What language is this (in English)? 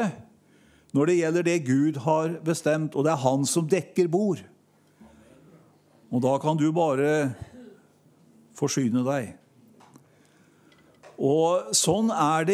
Norwegian